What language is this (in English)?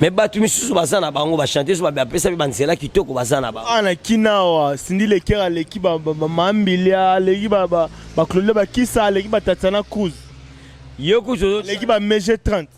Lingala